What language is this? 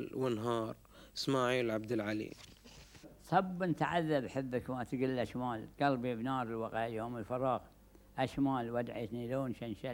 Gulf Arabic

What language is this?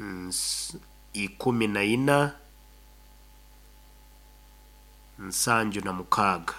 Nyoro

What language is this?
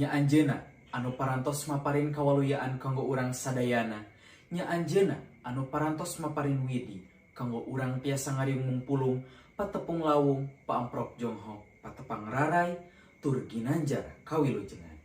Sundanese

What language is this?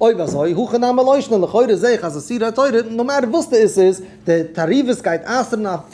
Yiddish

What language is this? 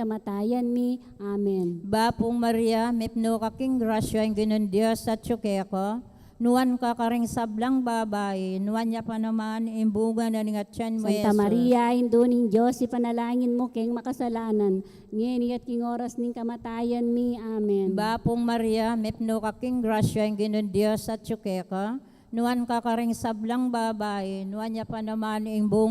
Pampanga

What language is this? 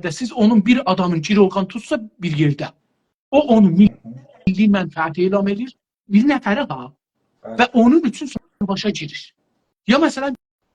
South Azerbaijani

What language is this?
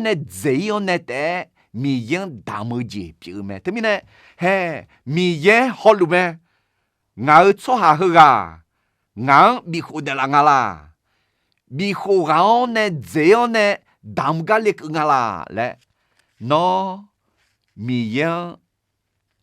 Akha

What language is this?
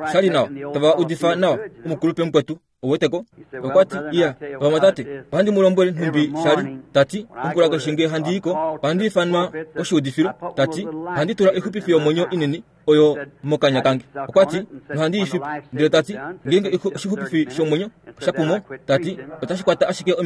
Kuanyama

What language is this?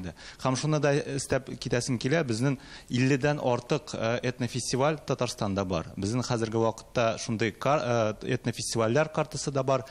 Tatar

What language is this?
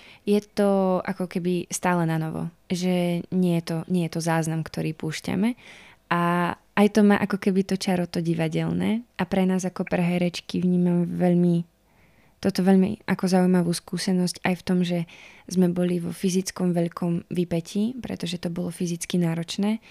Slovak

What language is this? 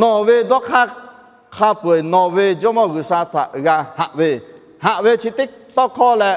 Lahu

